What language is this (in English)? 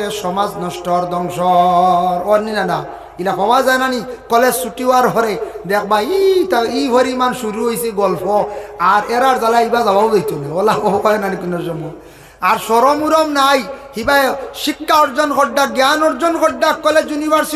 Sylheti